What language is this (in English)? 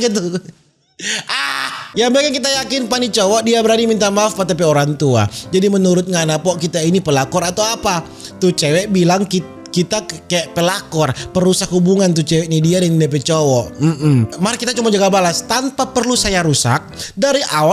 Manado Malay